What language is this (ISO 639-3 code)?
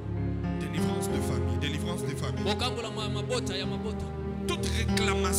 fra